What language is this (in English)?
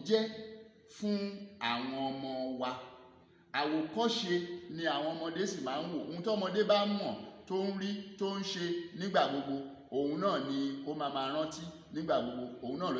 Yoruba